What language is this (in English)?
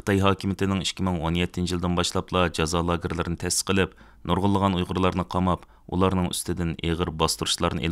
Uyghur